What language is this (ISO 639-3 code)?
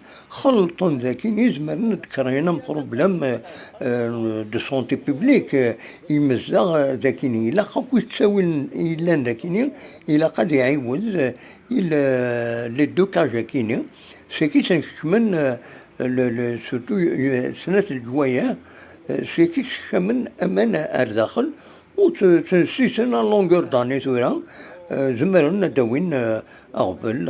kab